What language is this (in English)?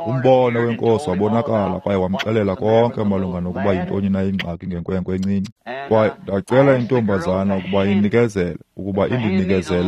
Xhosa